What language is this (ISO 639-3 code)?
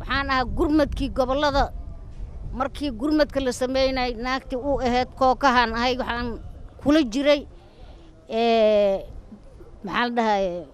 som